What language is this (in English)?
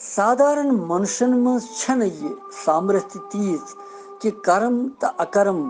Kashmiri